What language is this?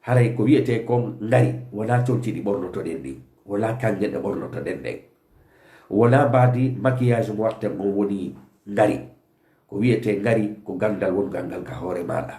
Fula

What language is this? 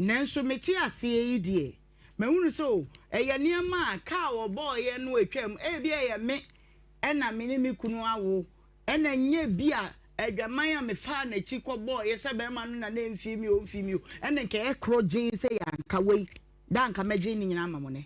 Akan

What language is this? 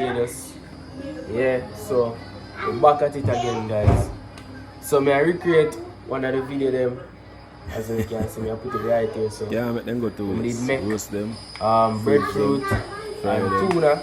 Jamaican Creole English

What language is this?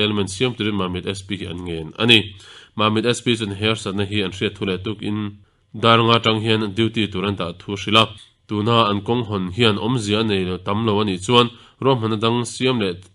Mizo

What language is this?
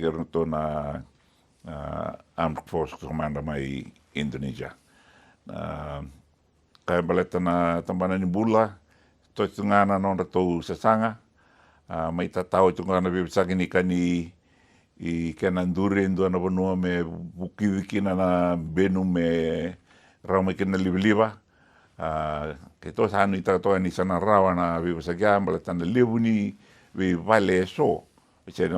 Fijian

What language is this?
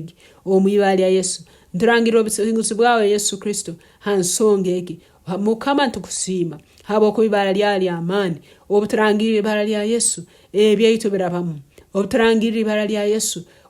Tooro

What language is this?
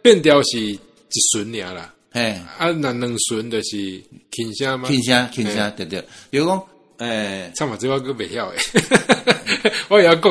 Min Nan Chinese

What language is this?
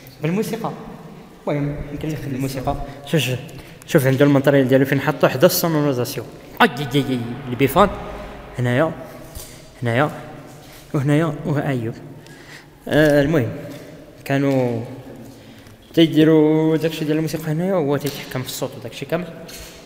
Moroccan Arabic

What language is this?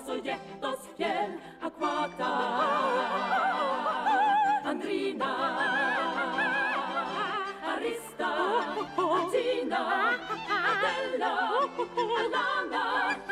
Swedish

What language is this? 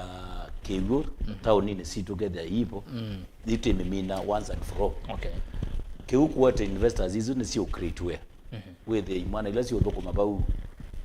Kamba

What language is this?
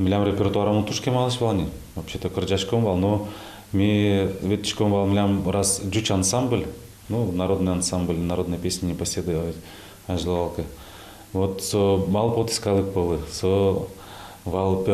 Udmurt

